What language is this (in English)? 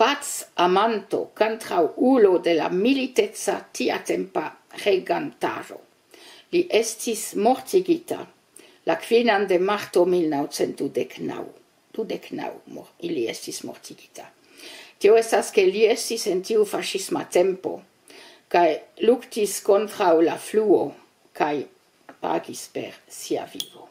Esperanto